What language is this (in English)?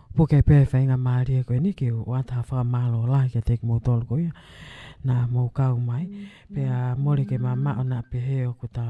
Tongan